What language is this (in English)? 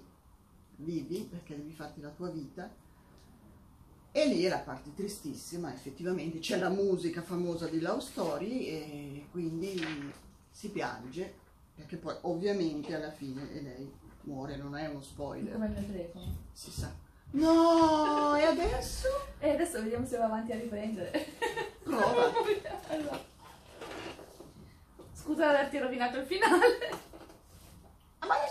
Italian